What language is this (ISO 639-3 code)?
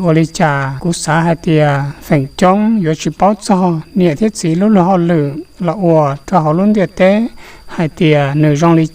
hmn